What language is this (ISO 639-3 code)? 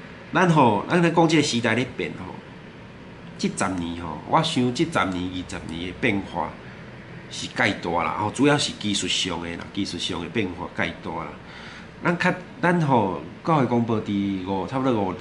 nan